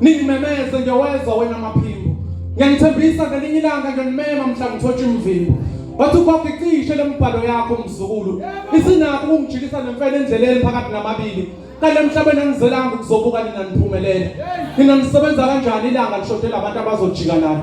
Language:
Zulu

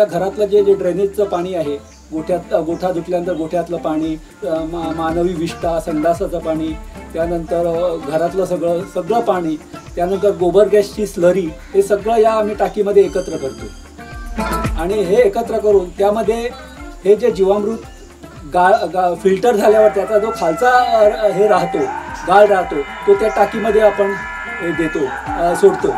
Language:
Marathi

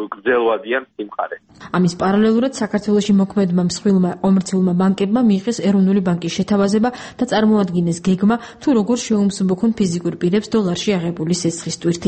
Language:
Georgian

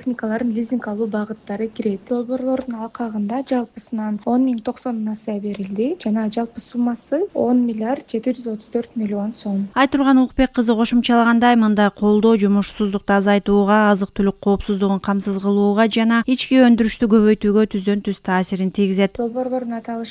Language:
Kyrgyz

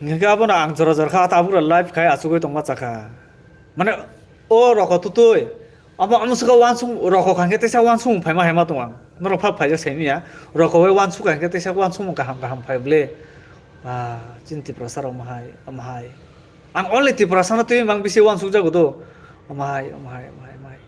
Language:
Kok Borok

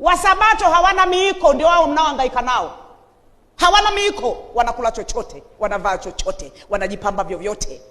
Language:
Swahili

